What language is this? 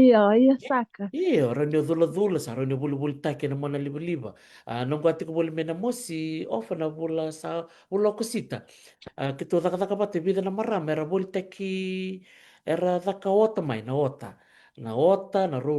Fijian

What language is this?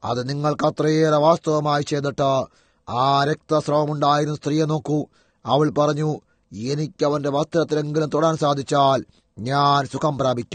Malayalam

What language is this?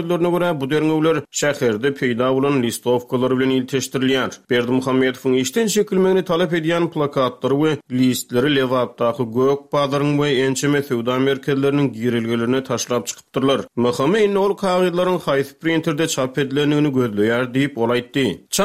Turkmen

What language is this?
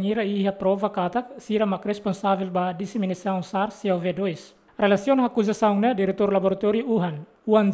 Tetum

